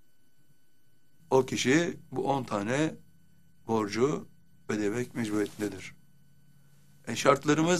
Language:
Turkish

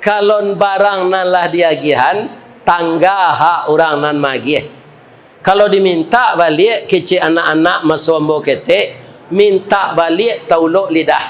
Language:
Minangkabau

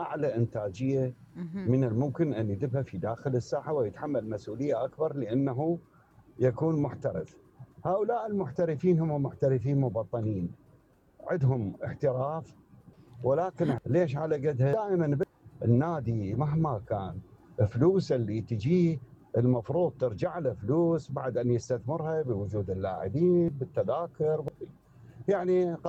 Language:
Mesopotamian Arabic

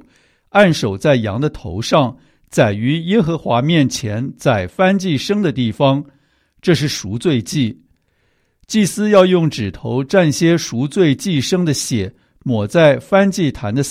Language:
Chinese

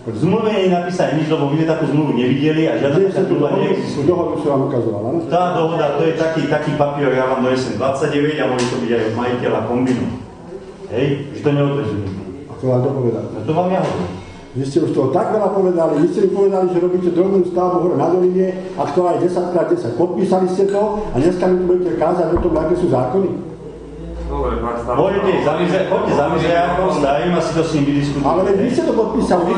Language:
Slovak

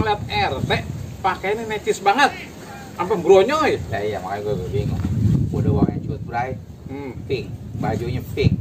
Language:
Betawi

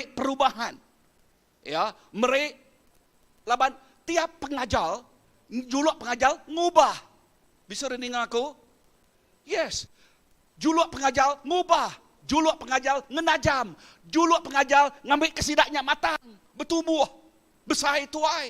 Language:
Iban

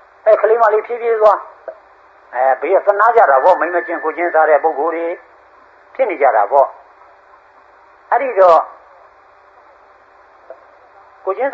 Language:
Burmese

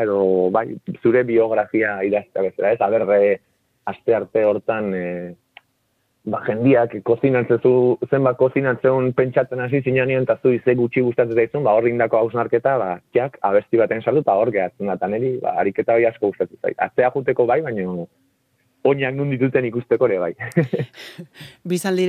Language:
Basque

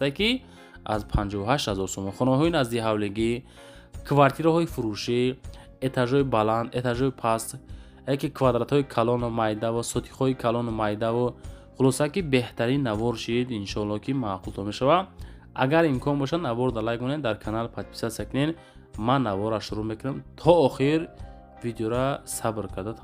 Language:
Tajik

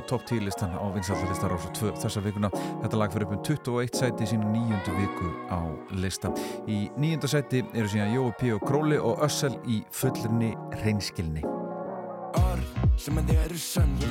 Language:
Icelandic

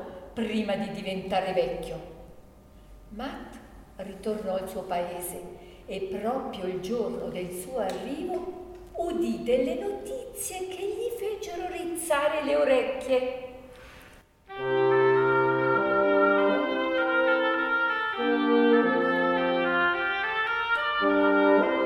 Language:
Italian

